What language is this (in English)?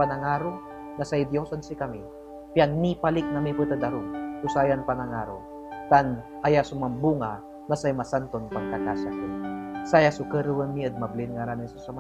Pangasinan